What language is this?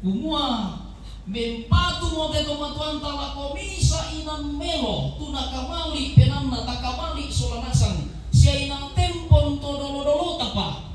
Toraja-Sa'dan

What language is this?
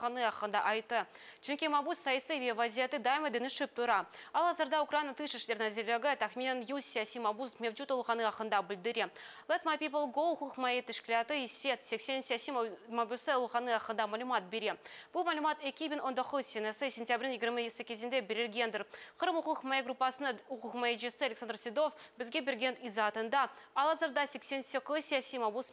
Crimean Tatar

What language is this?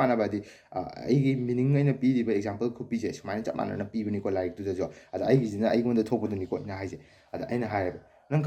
Manipuri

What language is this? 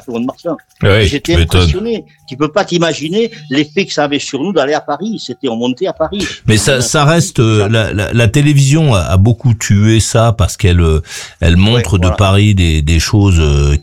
French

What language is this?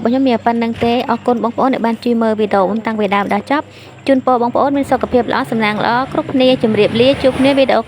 Khmer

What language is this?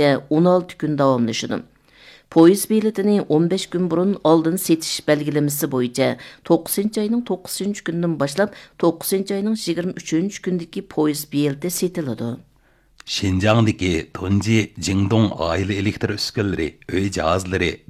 Uyghur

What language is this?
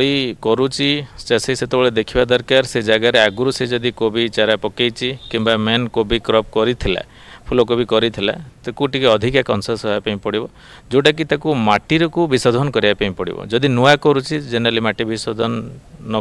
Odia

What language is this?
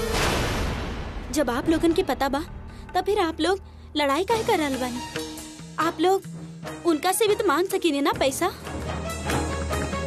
Bhojpuri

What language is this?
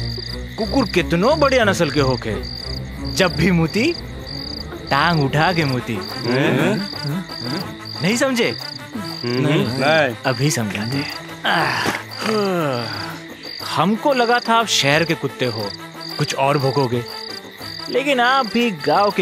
Bhojpuri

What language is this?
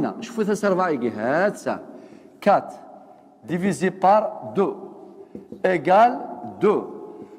Kabyle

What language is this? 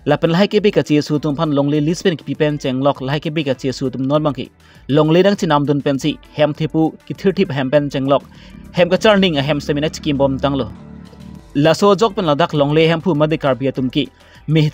Karbi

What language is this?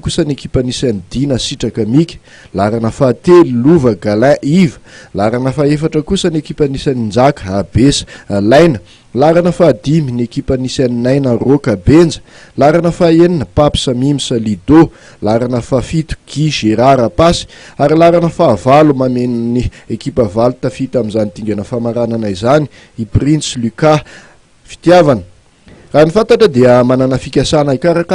Malagasy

